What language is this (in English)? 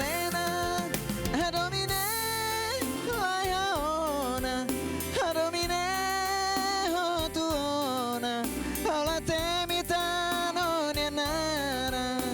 Tetum